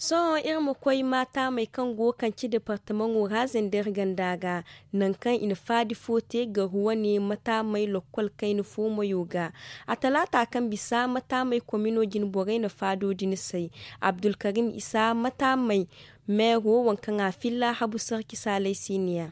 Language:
Zarma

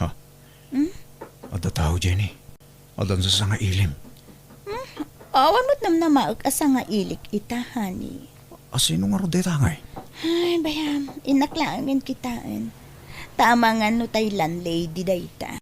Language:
Iloko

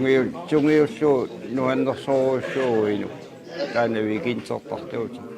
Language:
Kalaallisut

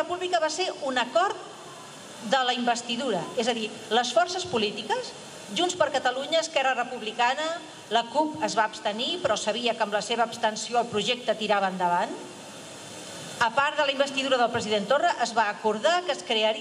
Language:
Catalan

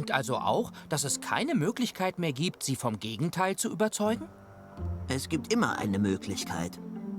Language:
Swiss German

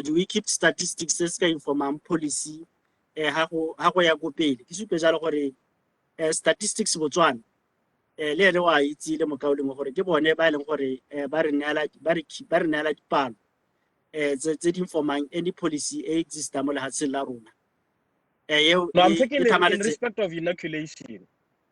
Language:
Tswana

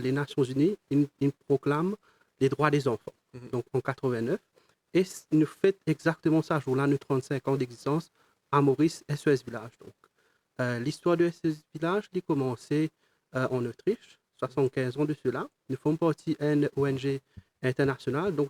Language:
Morisyen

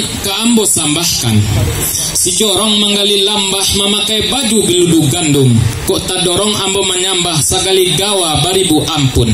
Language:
Minangkabau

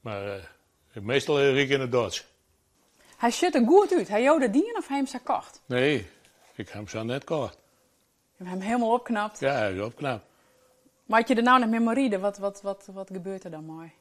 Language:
Western Frisian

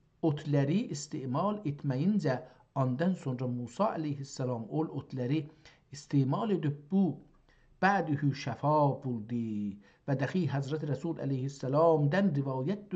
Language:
South Azerbaijani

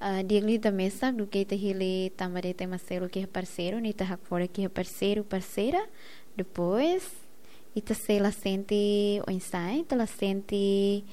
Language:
Tetum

